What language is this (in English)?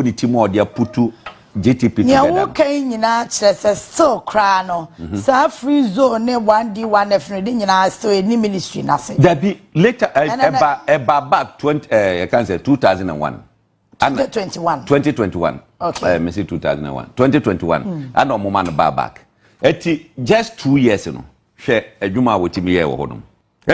Akan